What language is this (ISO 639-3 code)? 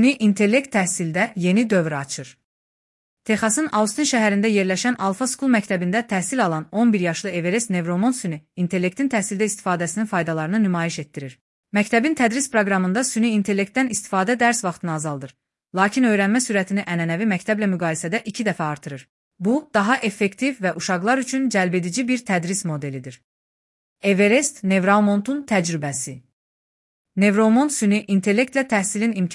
aze